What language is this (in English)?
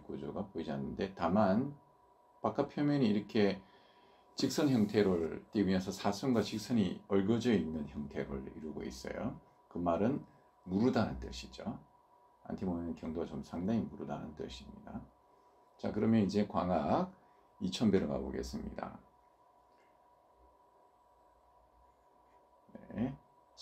Korean